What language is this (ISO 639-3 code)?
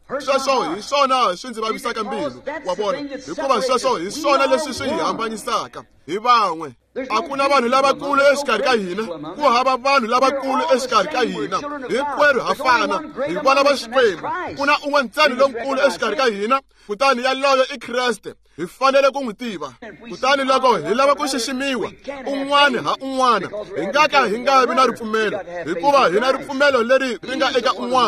tso